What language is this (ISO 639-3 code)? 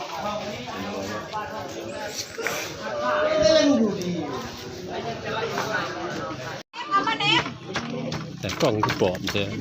lao